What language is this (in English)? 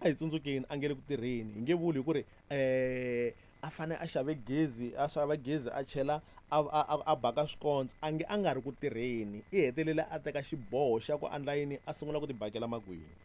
Tsonga